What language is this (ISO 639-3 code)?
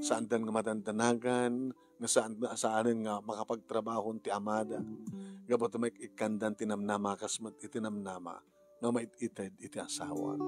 ilo